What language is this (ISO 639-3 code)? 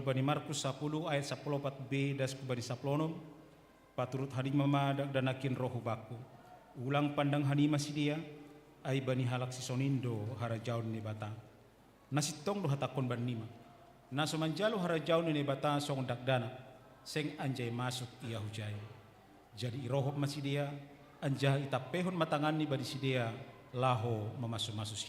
bts